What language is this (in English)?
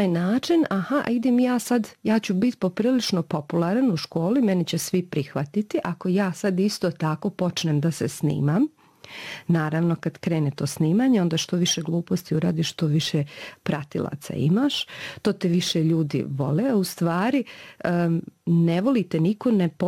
Serbian